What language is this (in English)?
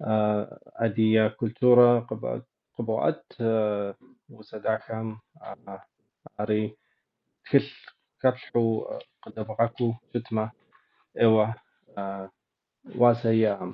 Kabardian